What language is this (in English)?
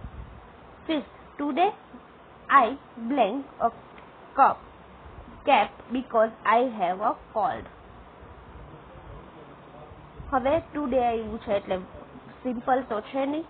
Gujarati